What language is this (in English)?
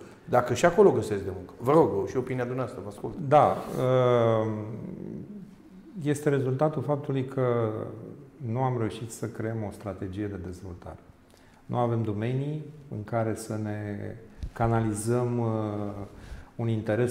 Romanian